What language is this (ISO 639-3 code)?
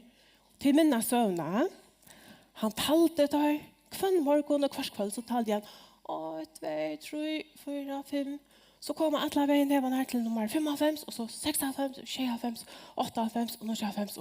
fao